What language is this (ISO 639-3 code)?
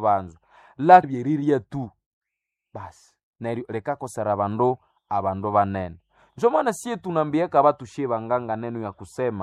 nnb